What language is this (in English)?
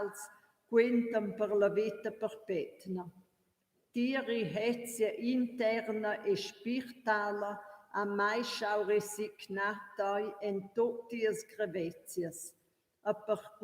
Romansh